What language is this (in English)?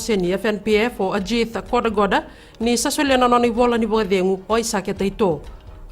Fijian